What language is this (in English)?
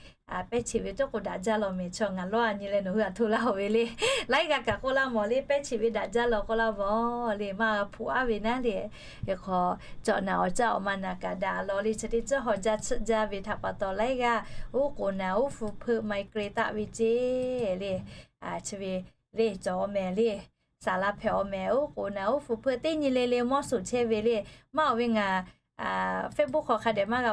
Lahu